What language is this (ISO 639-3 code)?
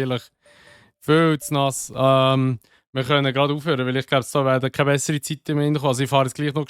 gsw